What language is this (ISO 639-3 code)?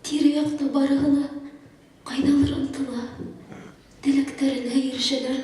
bak